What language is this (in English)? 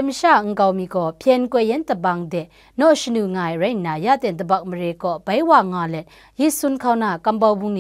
Kachin